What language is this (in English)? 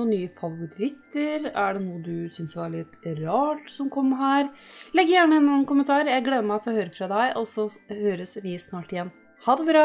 Norwegian